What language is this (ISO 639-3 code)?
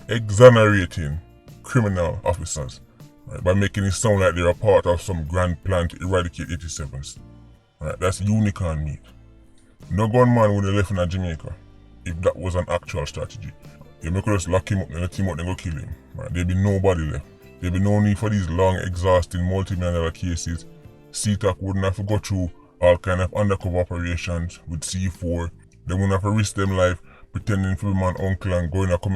jam